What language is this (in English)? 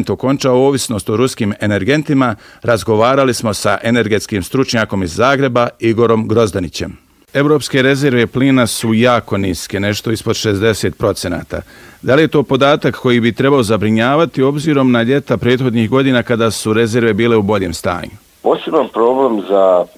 Bosnian